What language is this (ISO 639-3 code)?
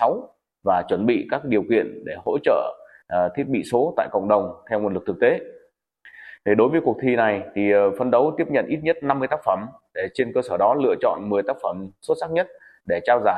vie